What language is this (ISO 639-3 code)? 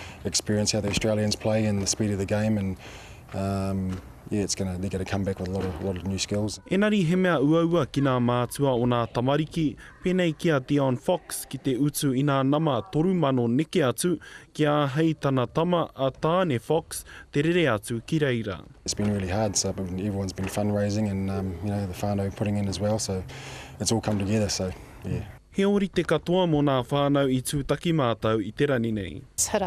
mri